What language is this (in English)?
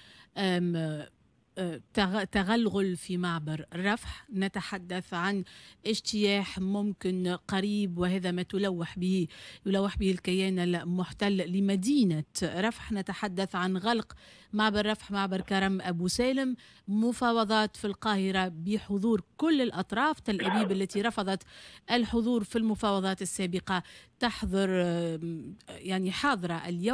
Tunisian Arabic